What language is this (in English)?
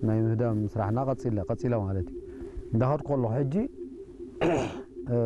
Tigrinya